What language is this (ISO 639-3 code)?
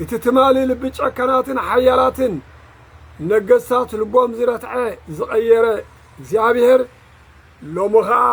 tir